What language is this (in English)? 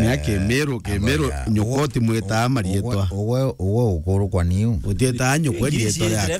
Meru